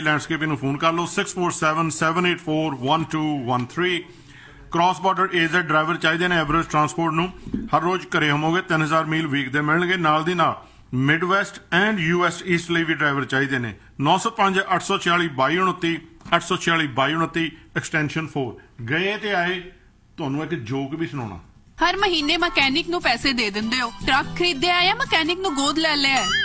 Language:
Punjabi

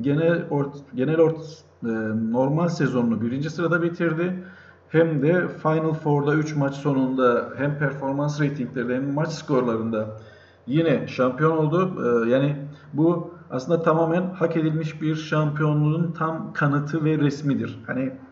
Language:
Turkish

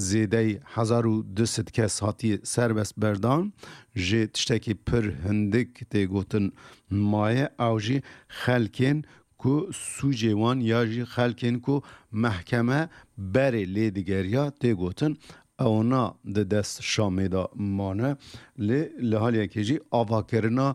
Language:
Kurdish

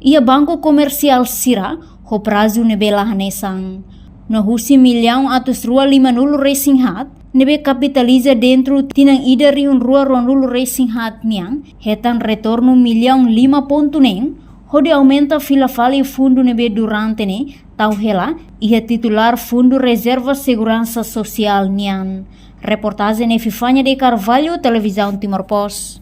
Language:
Tetum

